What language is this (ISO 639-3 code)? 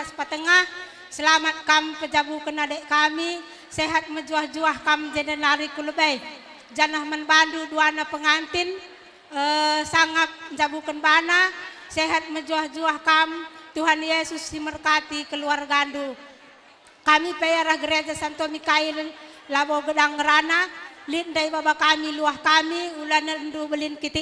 btx